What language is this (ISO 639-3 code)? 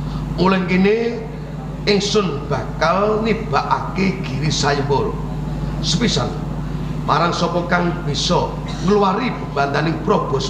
jav